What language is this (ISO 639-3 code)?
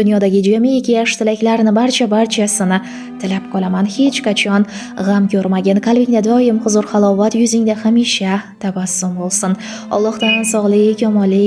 uzb